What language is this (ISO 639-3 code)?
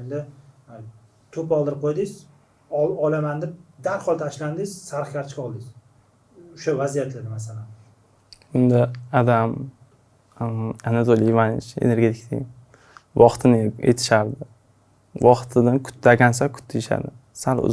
uzb